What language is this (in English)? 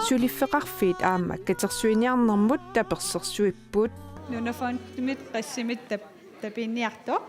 Kalaallisut